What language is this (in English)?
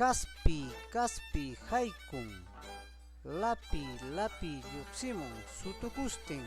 Ayacucho Quechua